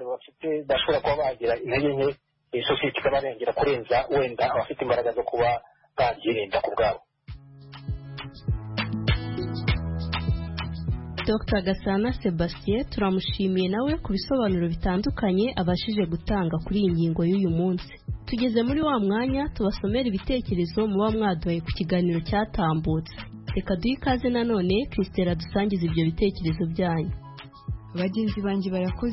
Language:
Kinyarwanda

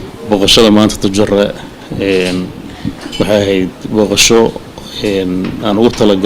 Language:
Somali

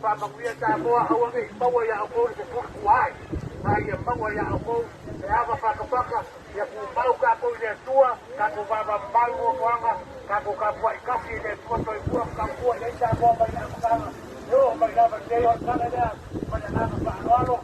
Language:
Samoan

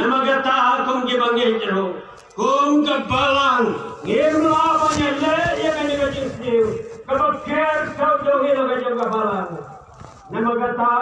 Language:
Khasi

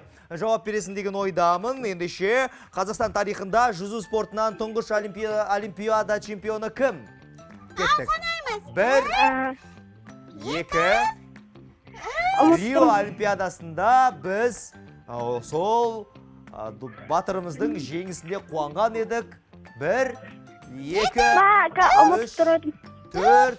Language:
Kazakh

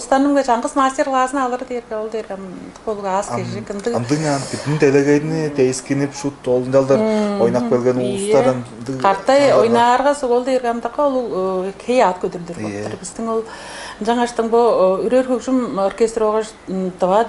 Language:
Tuvinian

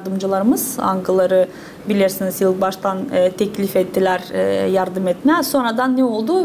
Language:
Gagauz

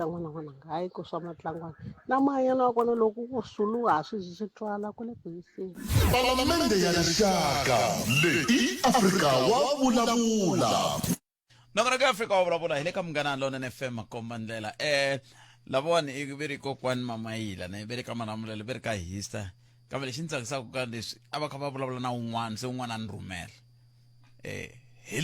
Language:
Tsonga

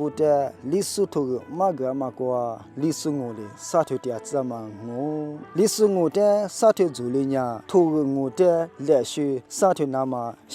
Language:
Lisu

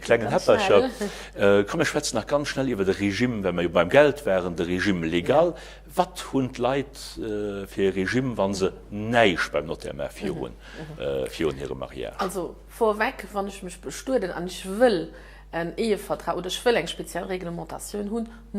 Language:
Luxembourgish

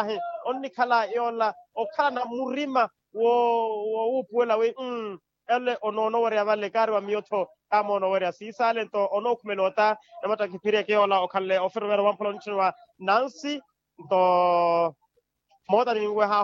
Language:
Makhuwa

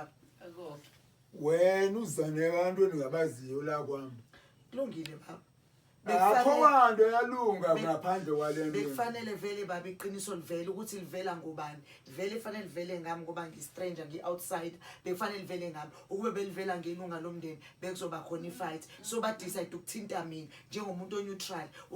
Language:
Zulu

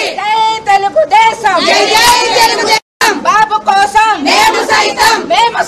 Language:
Telugu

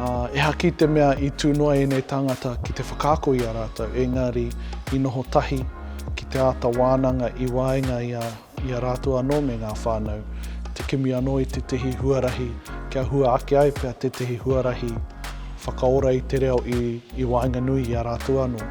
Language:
Māori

